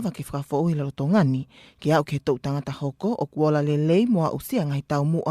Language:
Tongan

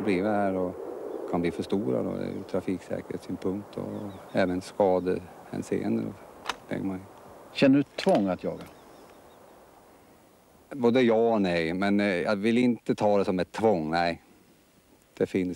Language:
Swedish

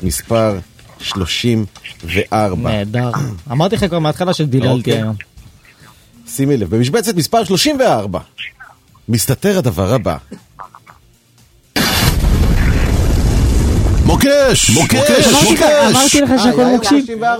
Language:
Hebrew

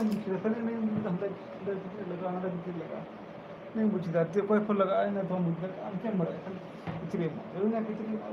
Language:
Santali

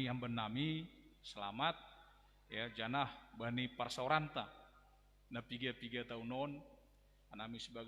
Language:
Batak Simalungun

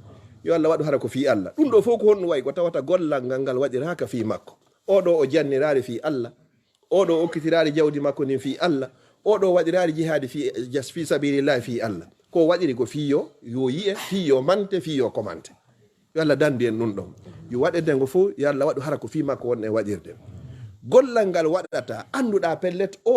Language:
Fula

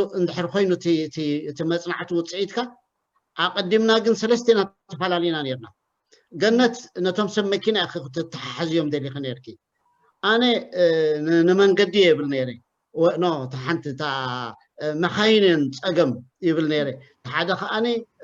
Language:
Tigrinya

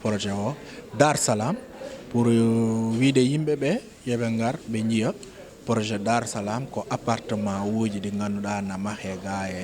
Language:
Fula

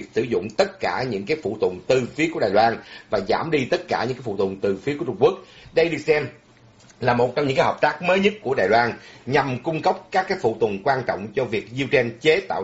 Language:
Vietnamese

